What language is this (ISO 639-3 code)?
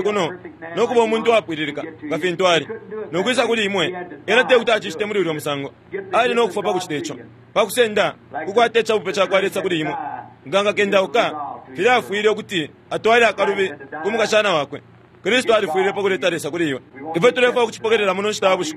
bem